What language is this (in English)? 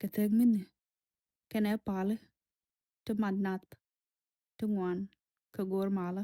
Nuer